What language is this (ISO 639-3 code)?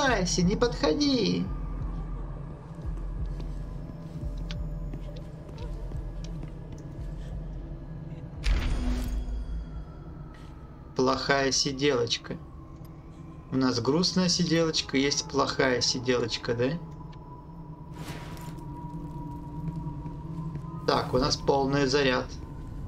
rus